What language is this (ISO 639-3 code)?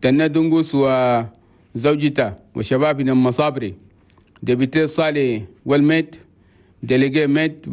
shu